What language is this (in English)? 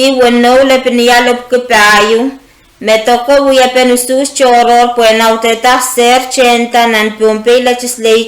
Pohnpeian